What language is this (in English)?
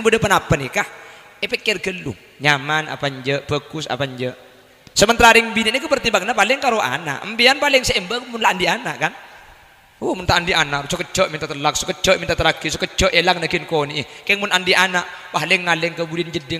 Madurese